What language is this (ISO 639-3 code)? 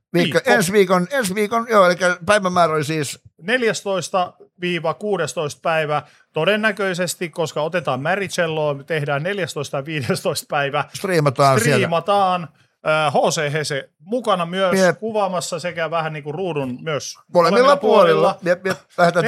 fin